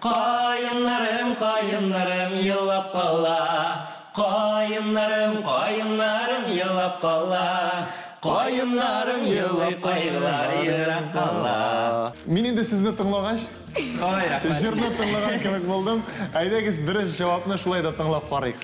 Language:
Tatar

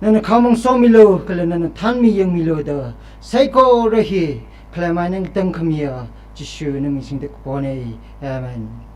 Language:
Tangkhul Naga (India)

